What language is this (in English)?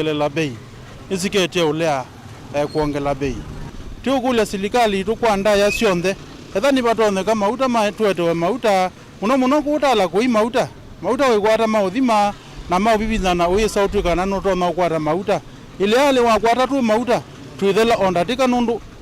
Kamba